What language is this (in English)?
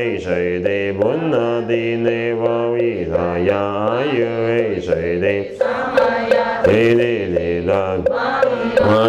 Chinese